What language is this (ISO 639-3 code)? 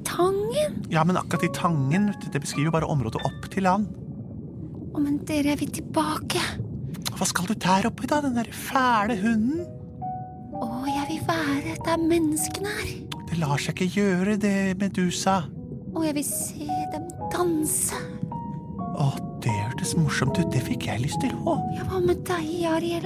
nor